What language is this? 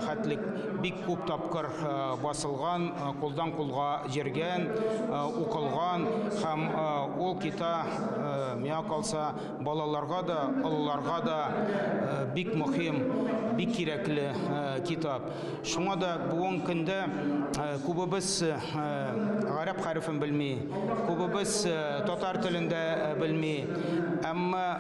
Tatar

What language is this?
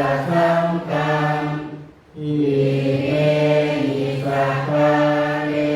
Pali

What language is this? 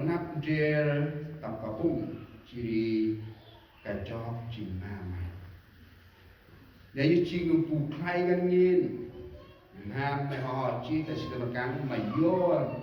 Central Mnong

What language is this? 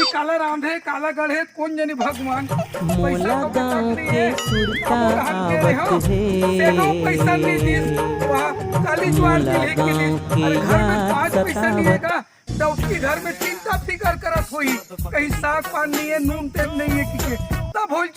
Chhattisgarhi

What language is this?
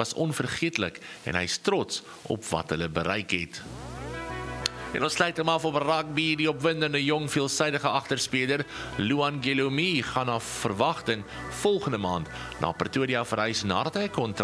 Afrikaans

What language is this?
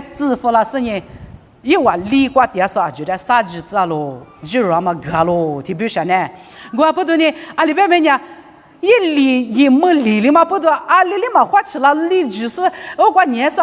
Lisu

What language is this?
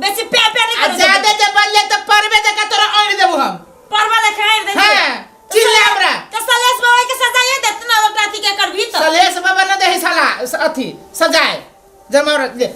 Maithili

